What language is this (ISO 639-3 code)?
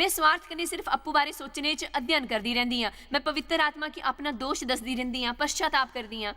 doi